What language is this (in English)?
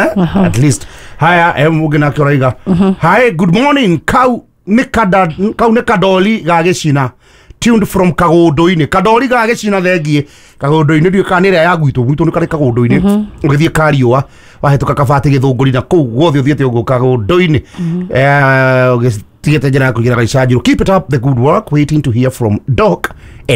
Kikuyu